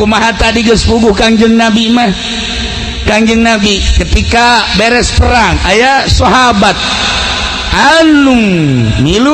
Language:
Sundanese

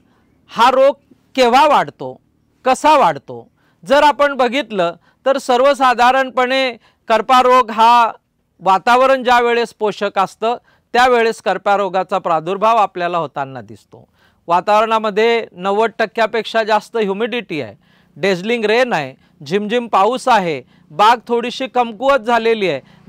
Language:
Marathi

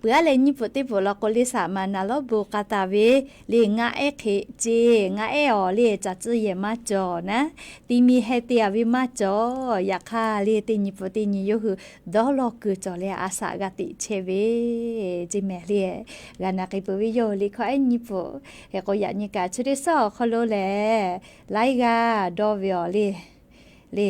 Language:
Lahu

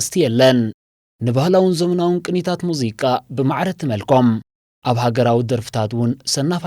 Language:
Tigrinya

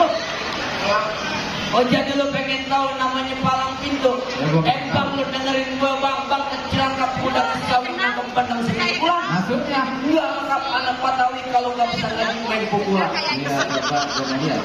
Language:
Betawi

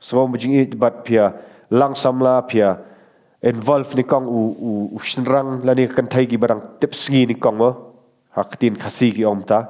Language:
Khasi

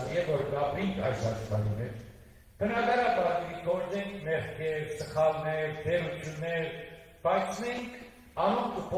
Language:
Western Armenian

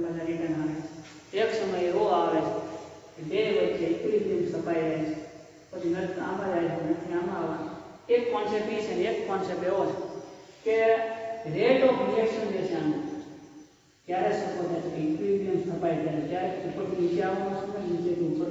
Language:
Gujarati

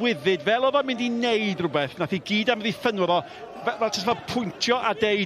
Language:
Welsh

